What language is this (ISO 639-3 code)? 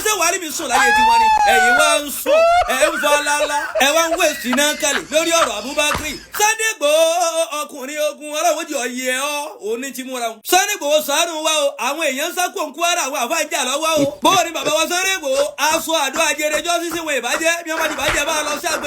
yor